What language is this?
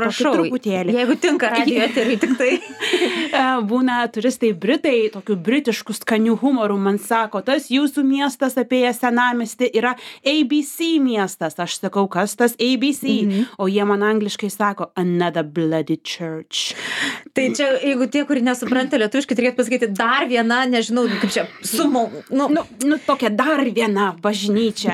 Lithuanian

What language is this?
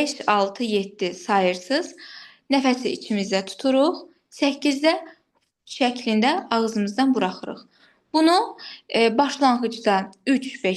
Azerbaijani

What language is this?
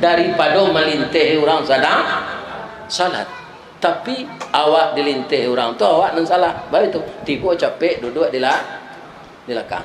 Minangkabau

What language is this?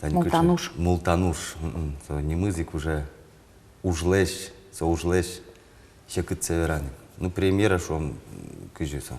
Udmurt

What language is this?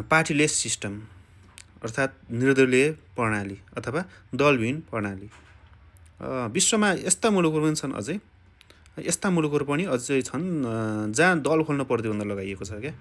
Nepali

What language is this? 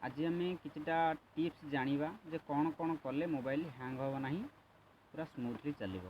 Odia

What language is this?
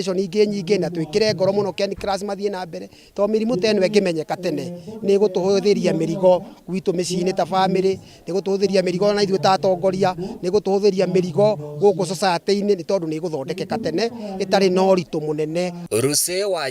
Kikuyu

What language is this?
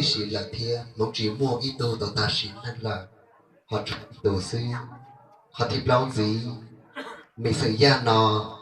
Hmong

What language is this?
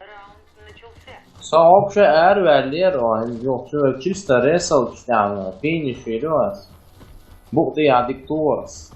Chechen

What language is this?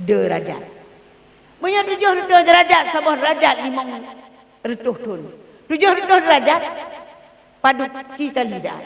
Achinese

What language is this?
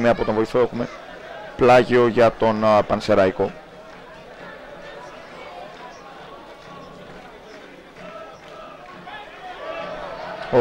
Greek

